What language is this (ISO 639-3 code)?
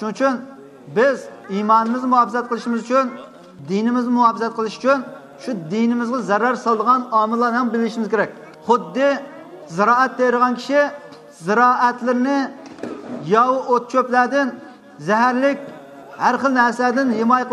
uig